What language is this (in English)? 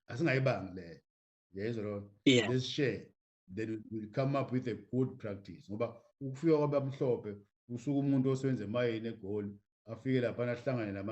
Zulu